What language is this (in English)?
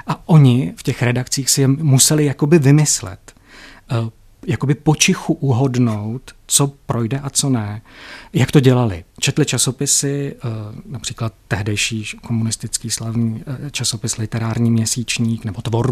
Czech